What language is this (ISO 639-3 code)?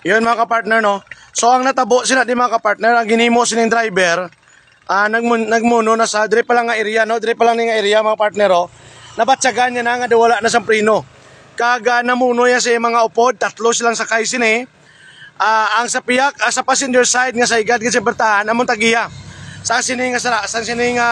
hil